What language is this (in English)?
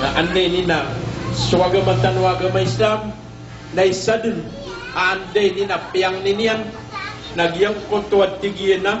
Maranao